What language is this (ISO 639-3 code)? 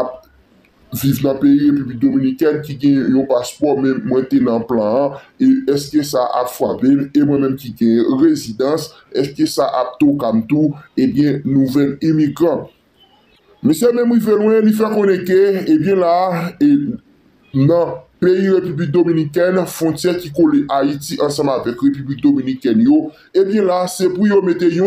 hat